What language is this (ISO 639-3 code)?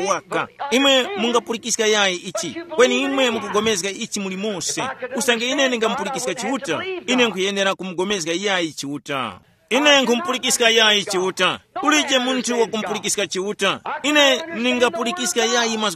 tum